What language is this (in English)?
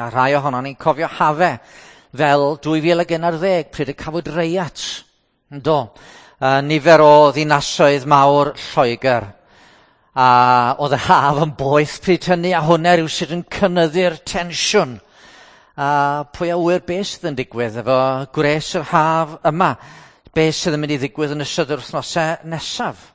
Welsh